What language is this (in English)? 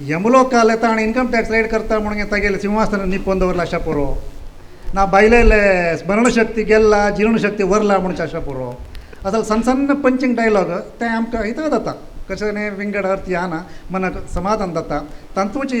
Konkani